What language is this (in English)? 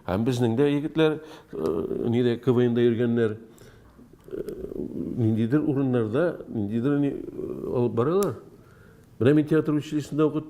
Tatar